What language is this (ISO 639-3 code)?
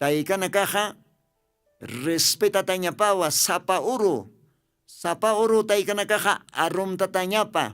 aym